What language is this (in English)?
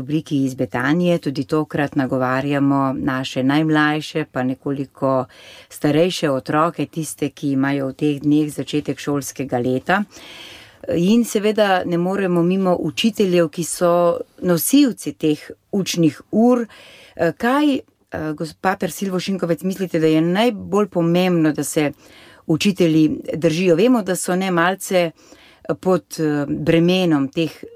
Slovenian